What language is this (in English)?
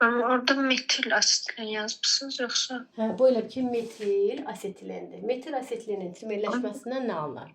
Azerbaijani